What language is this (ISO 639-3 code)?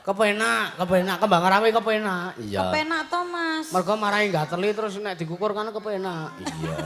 jav